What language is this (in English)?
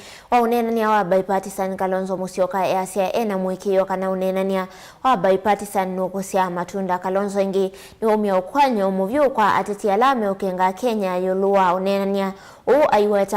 Kamba